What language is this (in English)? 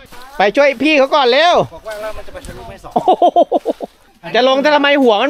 Thai